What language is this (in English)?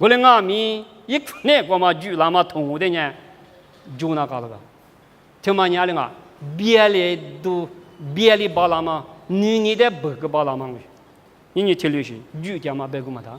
Lisu